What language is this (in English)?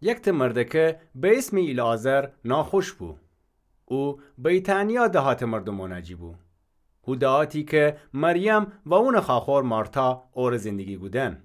Gilaki